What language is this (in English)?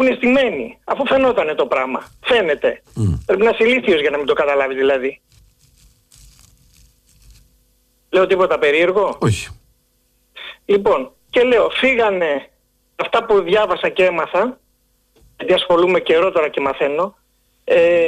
Greek